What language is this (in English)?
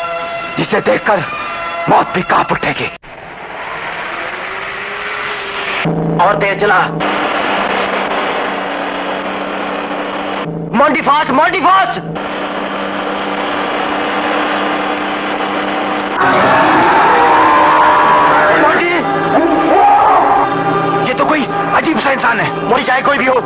Hindi